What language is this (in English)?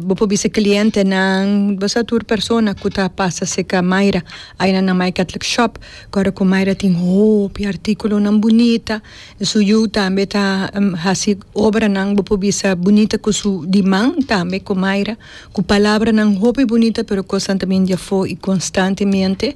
Papiamento